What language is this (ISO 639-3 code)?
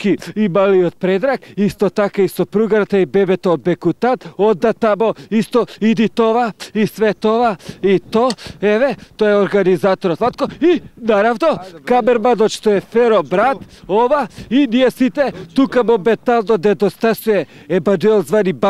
mkd